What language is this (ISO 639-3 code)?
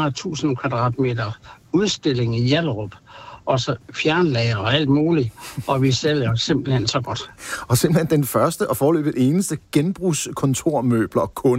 dan